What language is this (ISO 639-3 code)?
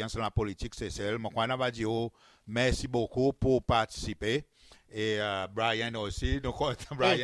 crs